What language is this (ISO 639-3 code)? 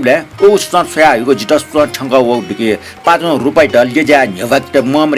new